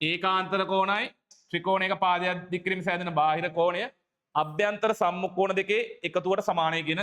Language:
Sinhala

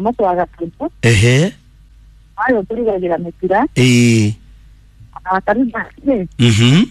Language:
Kikuyu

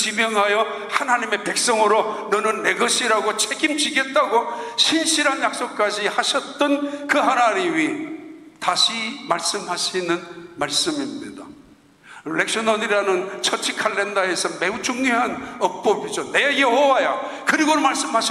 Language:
Korean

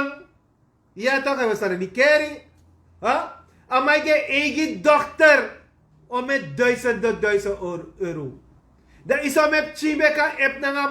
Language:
Sranan Tongo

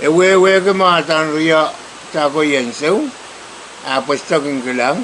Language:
Pohnpeian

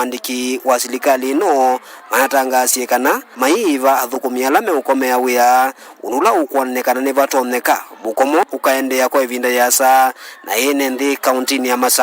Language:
Kamba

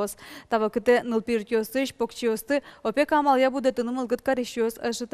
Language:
Udmurt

